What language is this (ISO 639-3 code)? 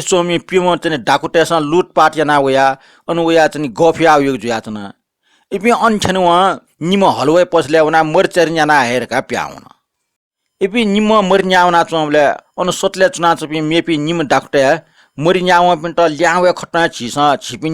new